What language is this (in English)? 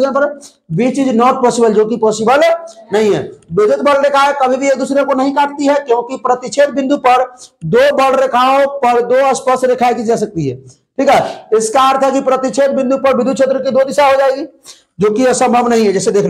Hindi